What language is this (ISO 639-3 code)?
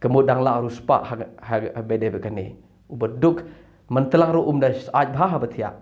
kha